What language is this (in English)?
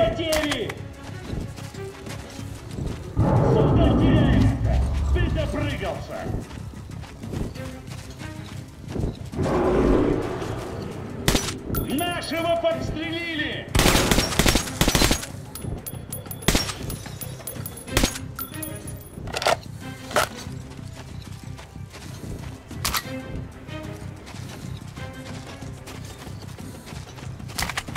Russian